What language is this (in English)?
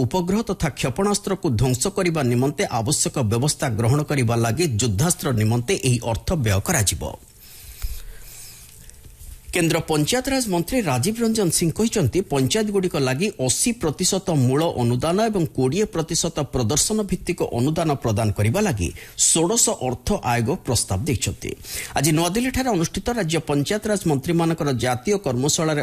Odia